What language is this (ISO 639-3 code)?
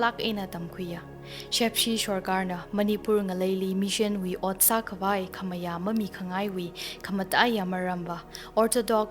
nmf